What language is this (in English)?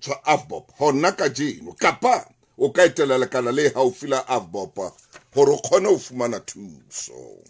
Southern Sotho